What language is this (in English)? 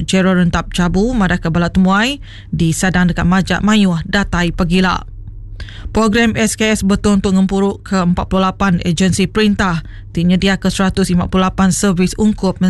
Iban